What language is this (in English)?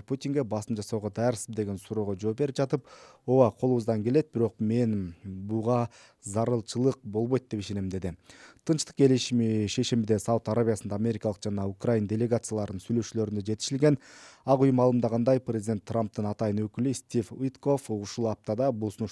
Kyrgyz